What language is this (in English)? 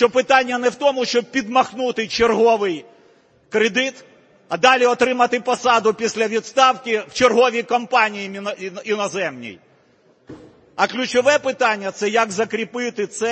Ukrainian